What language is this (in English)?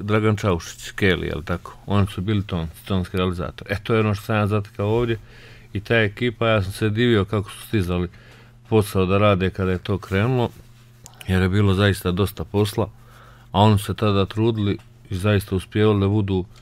Bosnian